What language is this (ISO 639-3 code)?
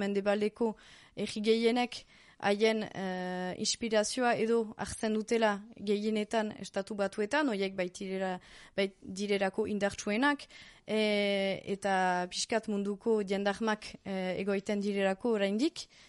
eus